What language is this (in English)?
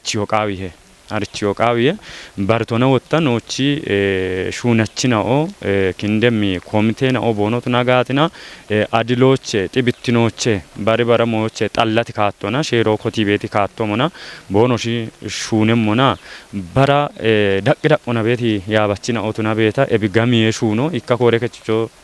Kafa